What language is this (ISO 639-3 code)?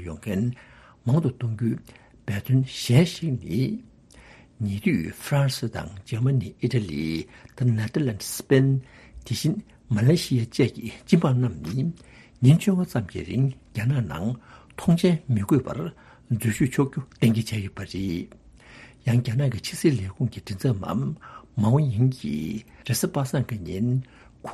bod